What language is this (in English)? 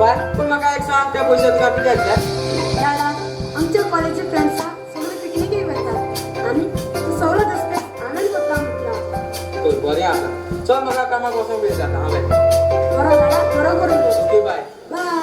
Konkani